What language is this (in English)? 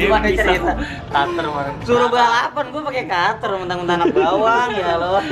Betawi